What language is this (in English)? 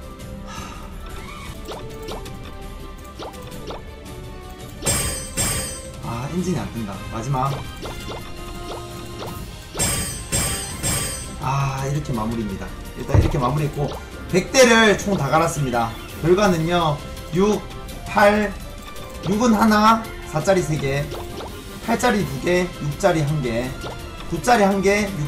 Korean